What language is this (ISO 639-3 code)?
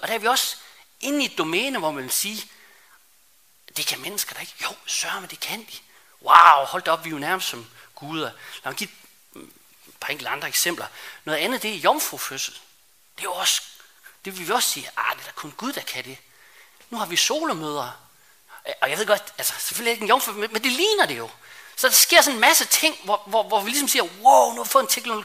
dan